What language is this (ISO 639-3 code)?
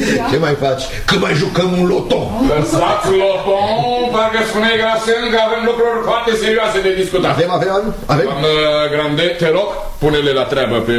ron